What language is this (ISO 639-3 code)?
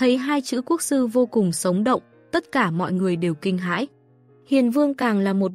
vie